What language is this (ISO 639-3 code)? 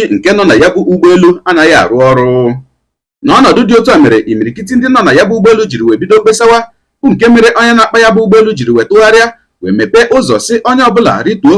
ibo